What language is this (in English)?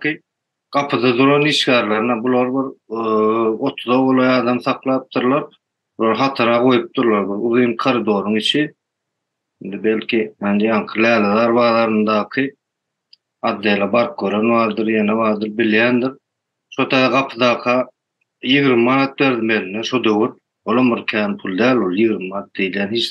Turkmen